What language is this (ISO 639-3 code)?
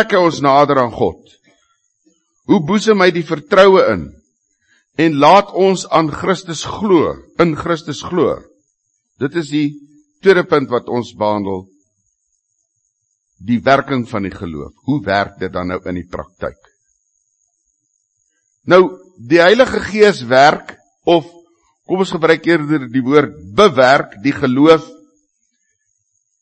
afr